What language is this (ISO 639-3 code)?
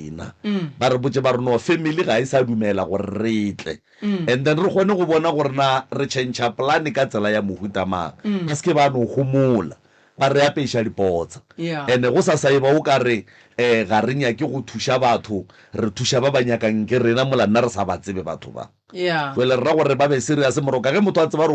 nso